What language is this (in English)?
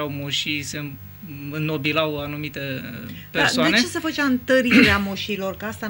Romanian